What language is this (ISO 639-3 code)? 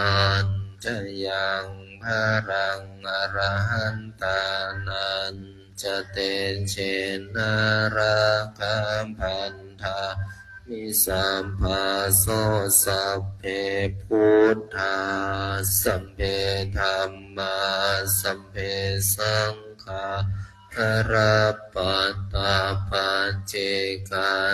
pli